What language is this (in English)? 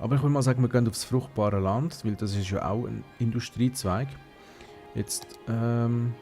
Swiss German